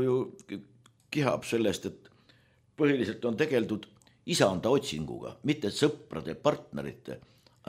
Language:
Estonian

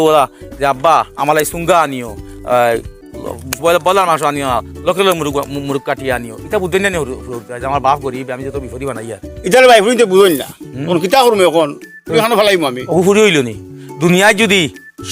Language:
Sylheti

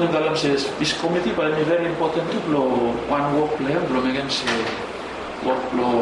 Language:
Bislama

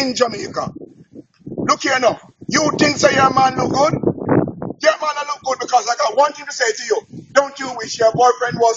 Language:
Jamaican Creole English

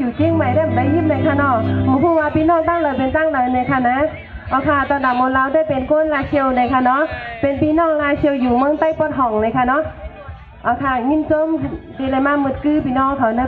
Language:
Shan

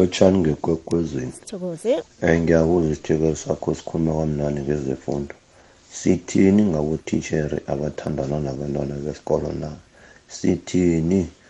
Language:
South Ndebele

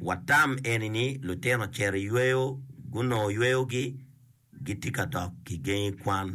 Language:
Acoli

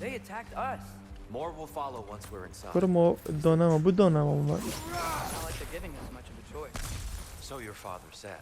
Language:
Kurdish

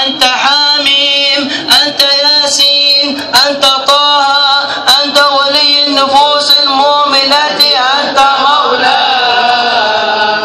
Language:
Arabic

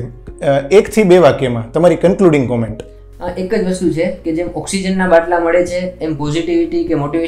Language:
Gujarati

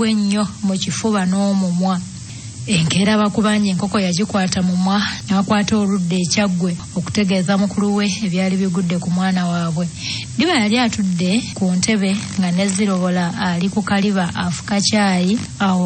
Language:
Ganda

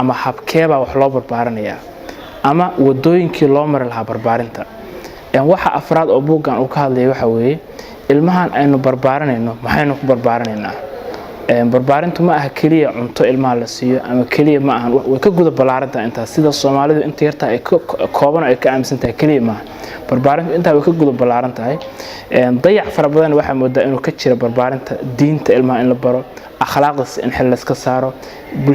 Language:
Somali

